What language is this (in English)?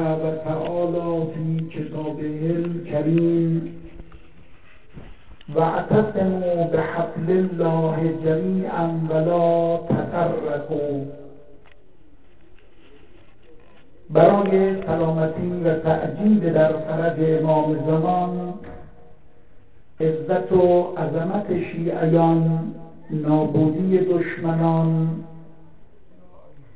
Persian